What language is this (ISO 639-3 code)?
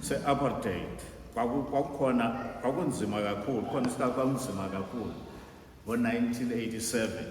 zul